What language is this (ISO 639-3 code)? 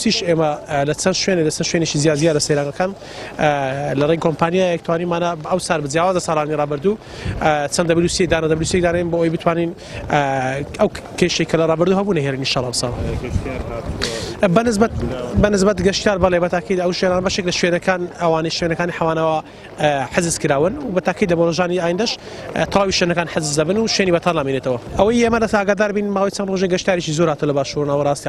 ckb